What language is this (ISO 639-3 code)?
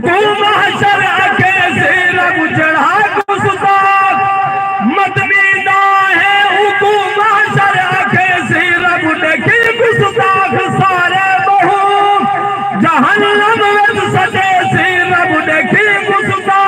skr